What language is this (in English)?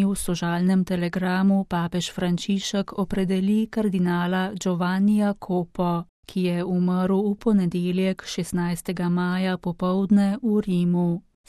Slovenian